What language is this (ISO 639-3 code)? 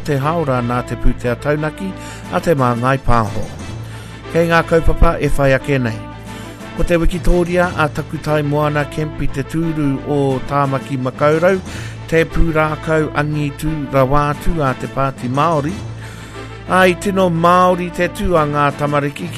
mri